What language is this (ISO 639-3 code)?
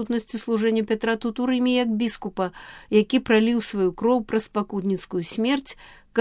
bel